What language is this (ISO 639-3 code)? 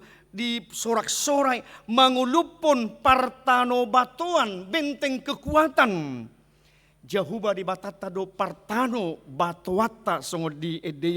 bbc